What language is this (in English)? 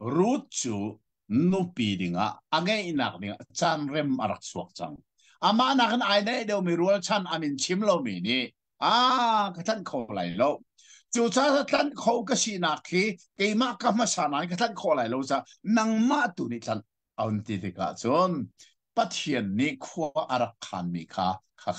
Hakha Chin